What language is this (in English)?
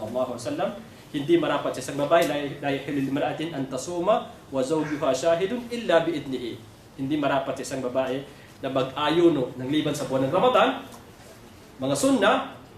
Maranao